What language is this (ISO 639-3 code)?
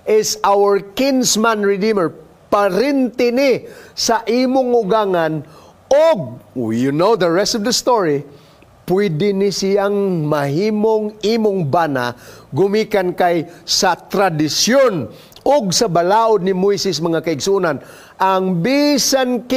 ceb